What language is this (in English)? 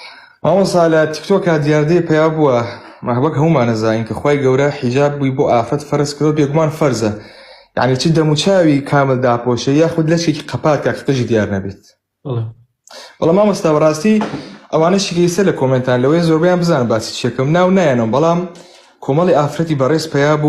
Central Kurdish